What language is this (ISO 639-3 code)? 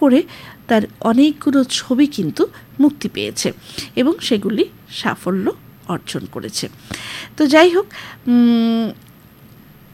ben